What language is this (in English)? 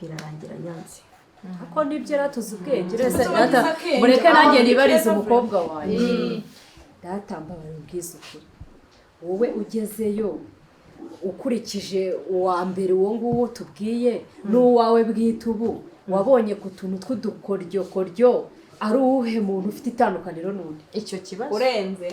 Kinyarwanda